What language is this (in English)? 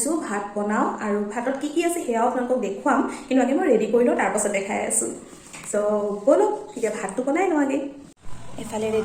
Assamese